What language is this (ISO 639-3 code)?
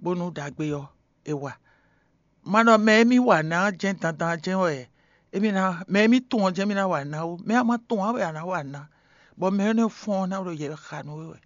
fon